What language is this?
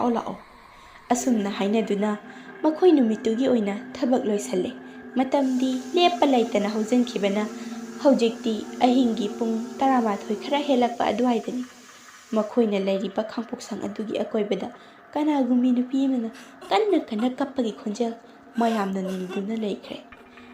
Manipuri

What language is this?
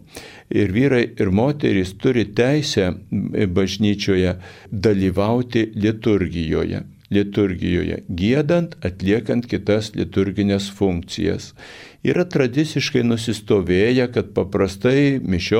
Lithuanian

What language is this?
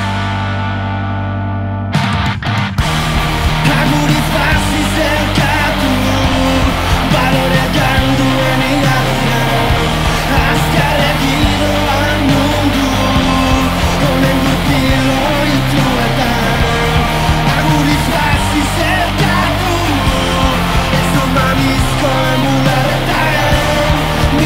Basque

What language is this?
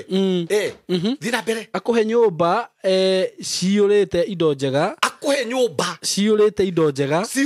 Kikuyu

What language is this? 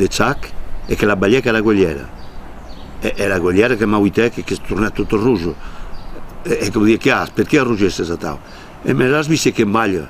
Occitan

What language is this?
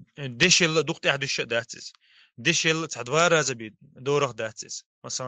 Chechen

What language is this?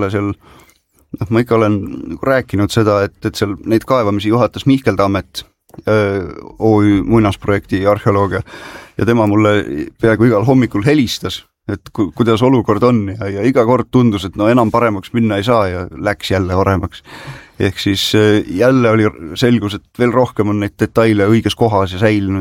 Estonian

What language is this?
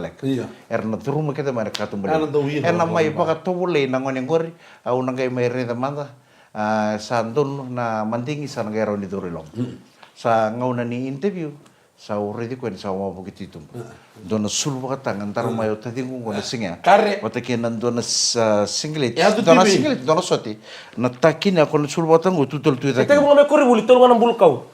Fijian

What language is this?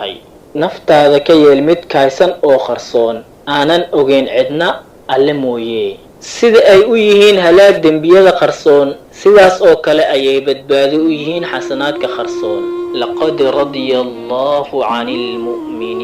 Somali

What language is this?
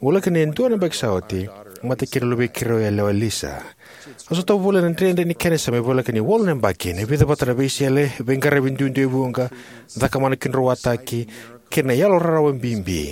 Fijian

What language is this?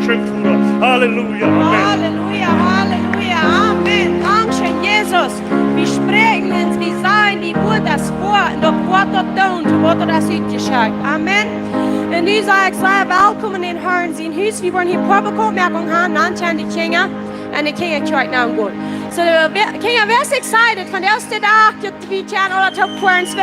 Plautdietsch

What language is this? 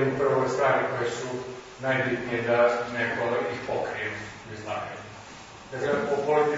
Croatian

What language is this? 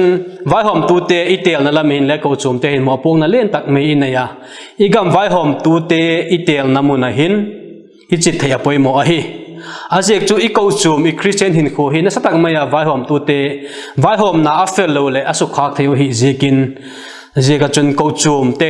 Vaiphei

